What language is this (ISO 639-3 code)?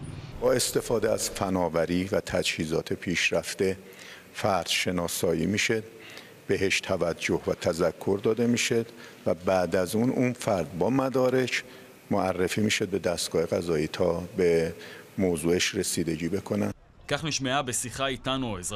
heb